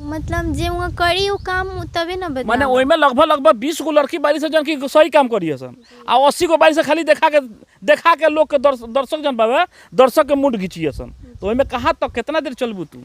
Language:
Bhojpuri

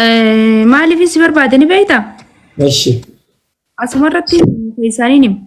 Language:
Oromo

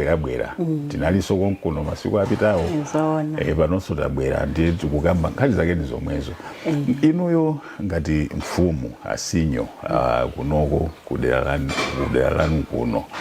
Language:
Nyanja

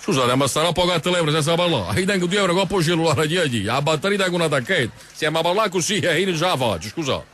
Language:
Neapolitan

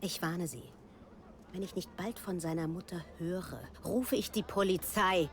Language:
Bavarian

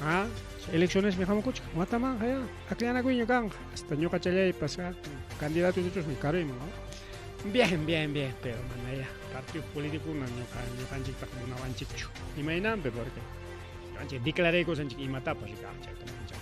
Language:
Ayacucho Quechua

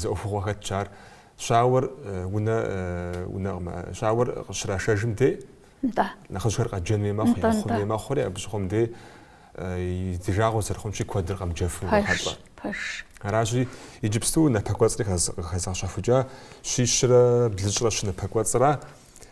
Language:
Kabardian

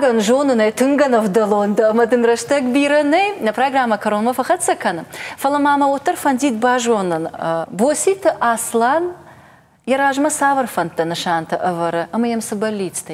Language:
Ossetic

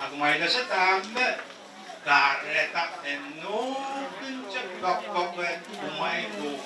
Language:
Pohnpeian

